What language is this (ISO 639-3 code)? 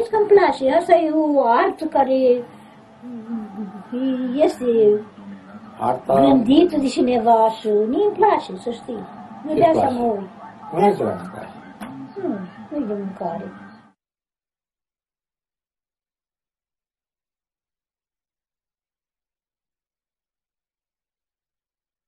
ron